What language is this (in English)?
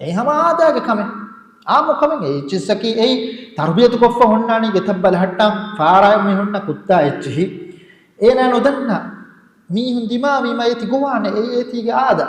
Divehi